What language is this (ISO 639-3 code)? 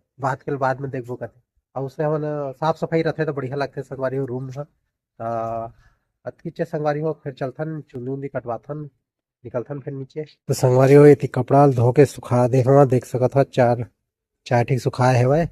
hne